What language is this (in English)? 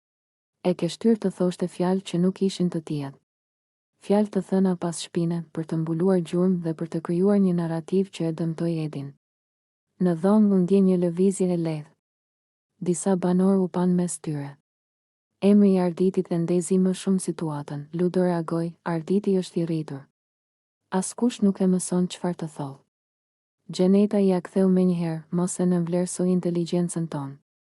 Albanian